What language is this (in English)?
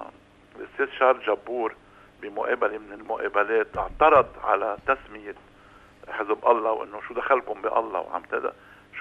North Levantine Arabic